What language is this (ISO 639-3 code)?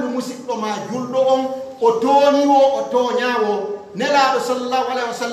fuf